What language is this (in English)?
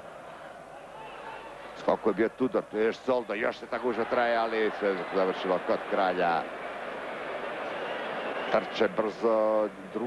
Croatian